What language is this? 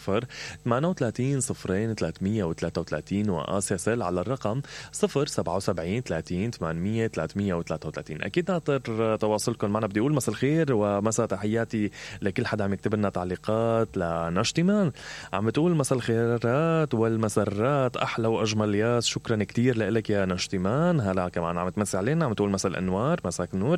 Mesopotamian Arabic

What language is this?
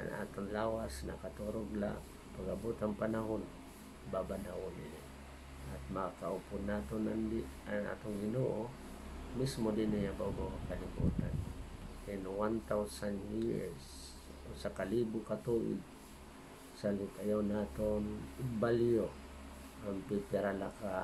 Waray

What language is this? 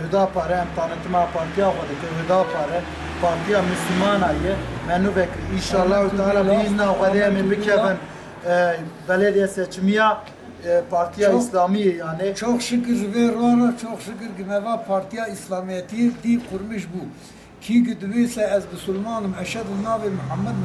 Kurdish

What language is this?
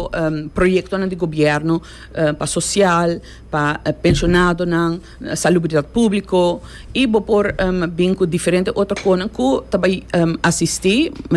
Papiamento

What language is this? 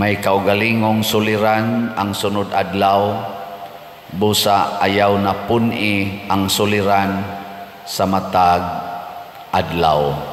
Cebuano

